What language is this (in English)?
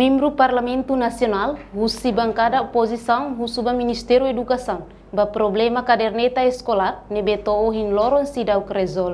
Tetum